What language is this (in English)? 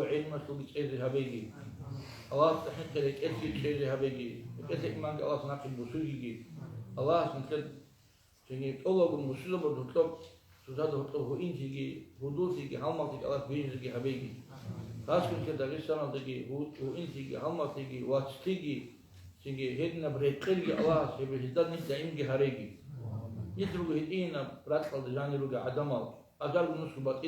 Avaric